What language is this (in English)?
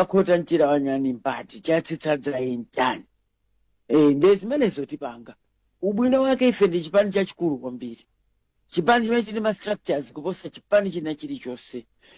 Nyanja